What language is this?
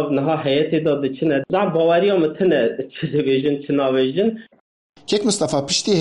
Kurdish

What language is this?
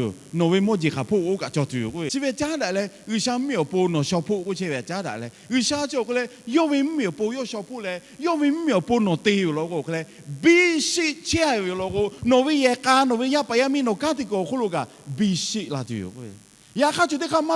Lahu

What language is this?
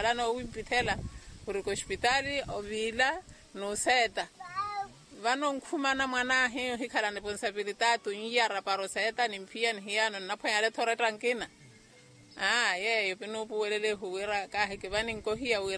Makhuwa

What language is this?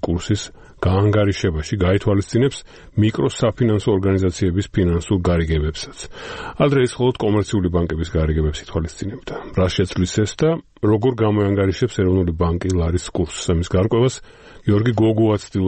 Georgian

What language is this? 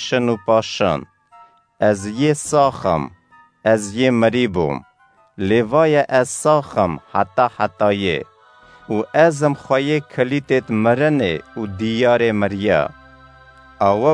Kurdish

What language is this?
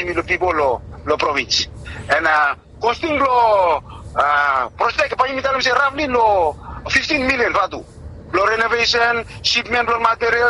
Bislama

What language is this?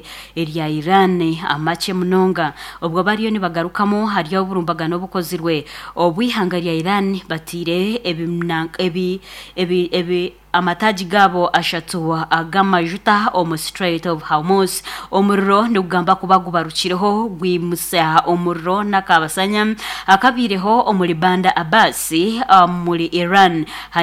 Nyankole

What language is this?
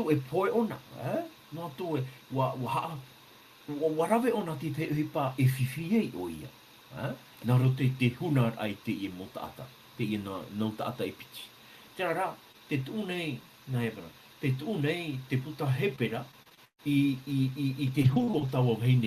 Tahitian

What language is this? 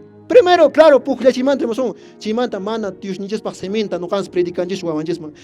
Quechua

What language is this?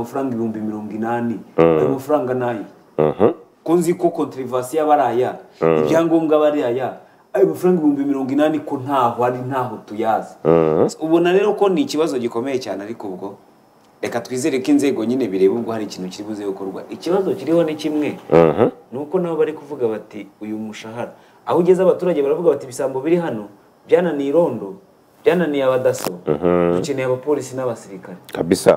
Kinyarwanda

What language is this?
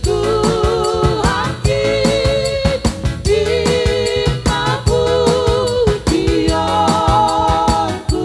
Batak Simalungun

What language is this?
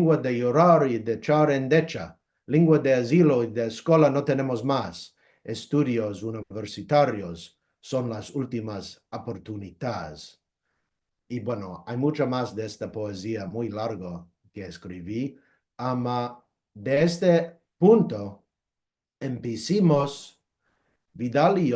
Ladino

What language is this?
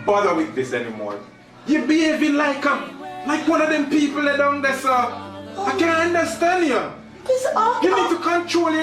Jamaican Creole English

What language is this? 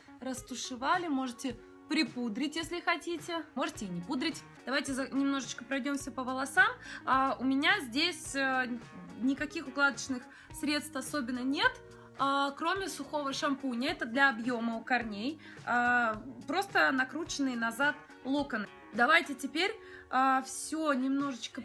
Russian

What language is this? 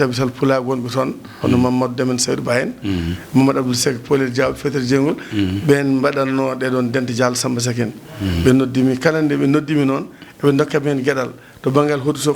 Fula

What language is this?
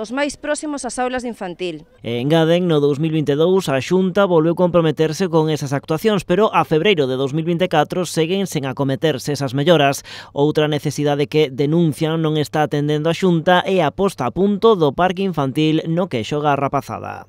Galician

